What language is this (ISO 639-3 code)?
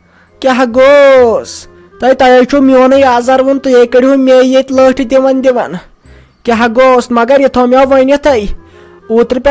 kas